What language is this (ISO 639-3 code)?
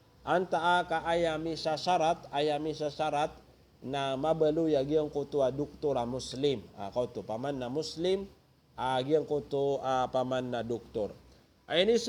mrw